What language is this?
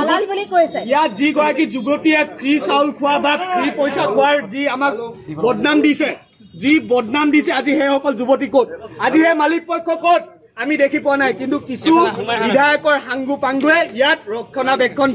Assamese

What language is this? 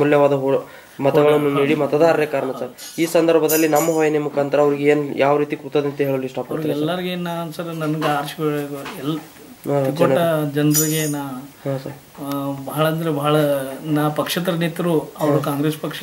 Kannada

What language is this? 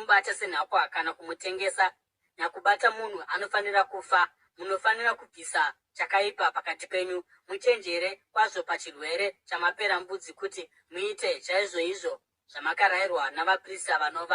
Shona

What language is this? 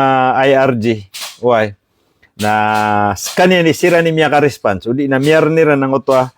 Maranao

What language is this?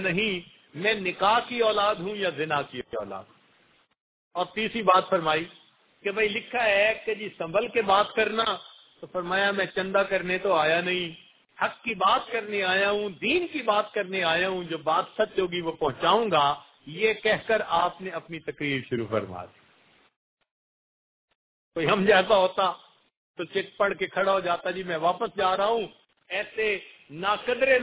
Urdu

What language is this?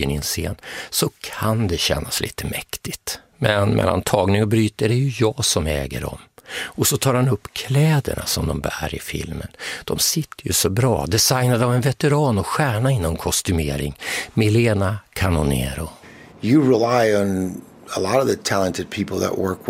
Swedish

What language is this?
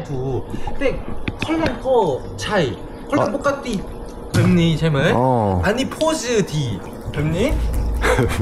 Thai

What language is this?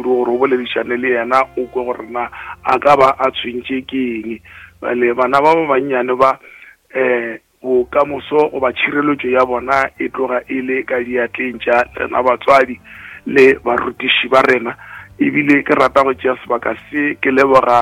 Northern Sotho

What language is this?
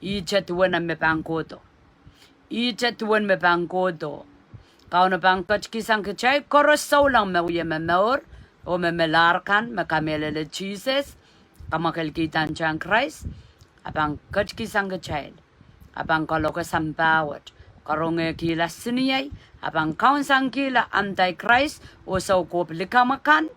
Pohnpeian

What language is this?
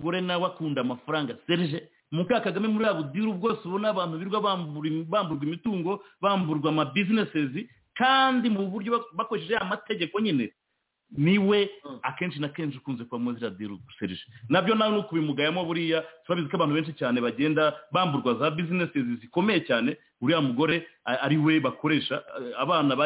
Kinyarwanda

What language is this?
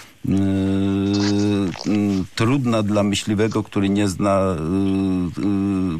Polish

